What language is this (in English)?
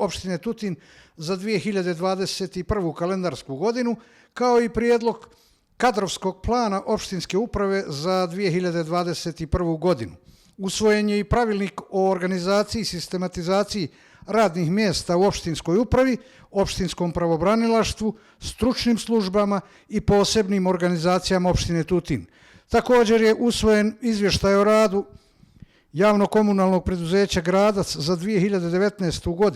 Bosnian